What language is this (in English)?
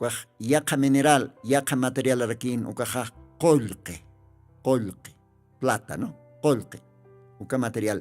Aymara